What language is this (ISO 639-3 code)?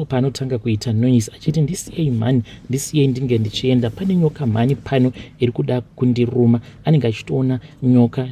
sna